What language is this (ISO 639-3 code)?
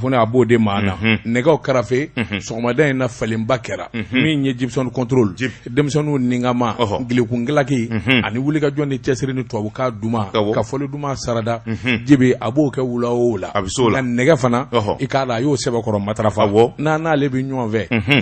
bam